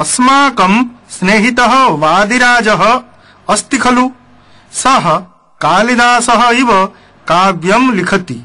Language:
Sanskrit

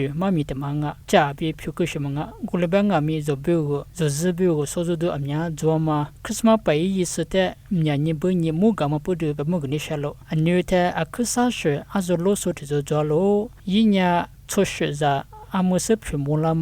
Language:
Lisu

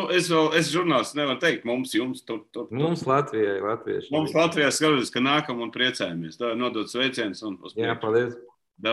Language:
Latvian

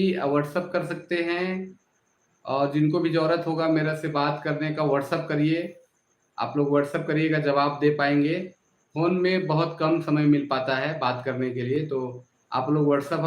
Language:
Sadri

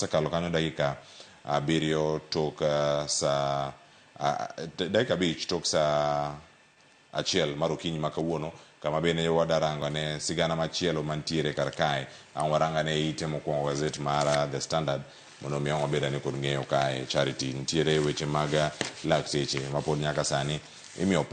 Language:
Luo (Kenya and Tanzania)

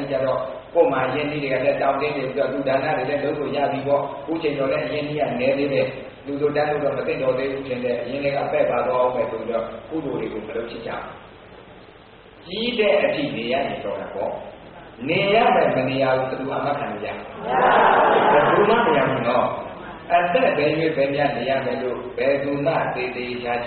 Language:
Burmese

